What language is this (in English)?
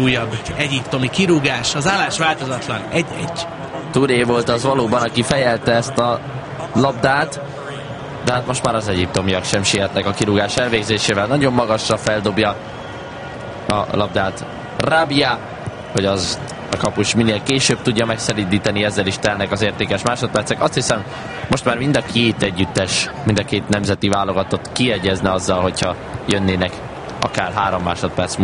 Hungarian